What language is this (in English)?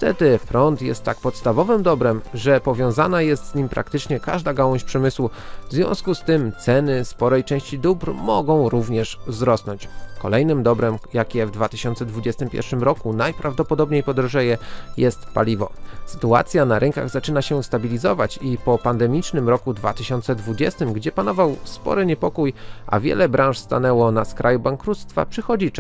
Polish